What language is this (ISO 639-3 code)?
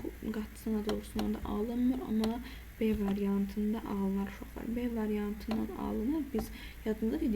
aze